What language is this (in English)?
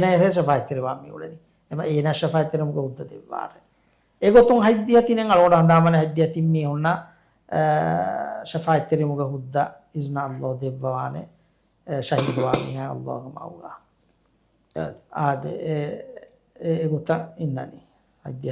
Divehi